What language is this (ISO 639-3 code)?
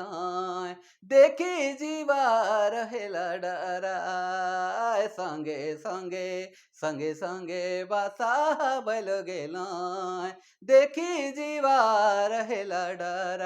sck